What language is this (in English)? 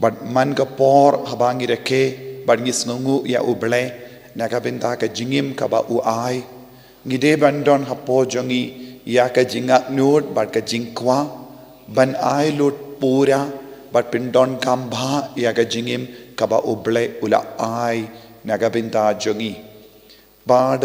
Khasi